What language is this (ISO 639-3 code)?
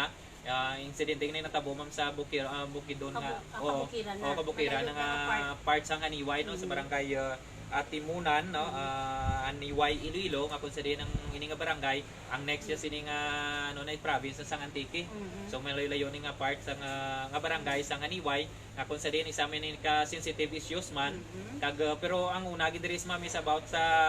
hil